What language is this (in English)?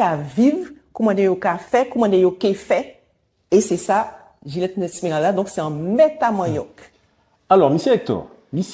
Guadeloupean Creole French